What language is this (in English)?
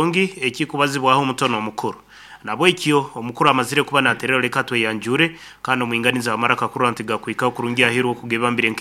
Nyankole